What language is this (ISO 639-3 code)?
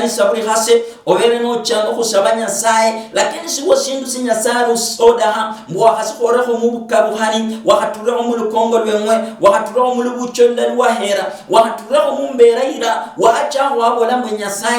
luy